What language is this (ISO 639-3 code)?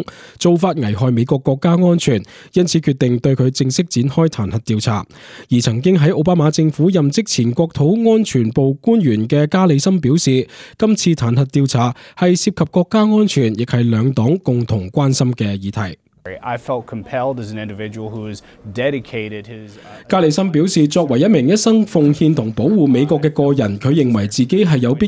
yue